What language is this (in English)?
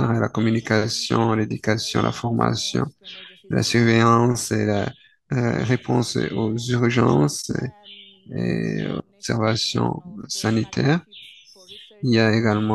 French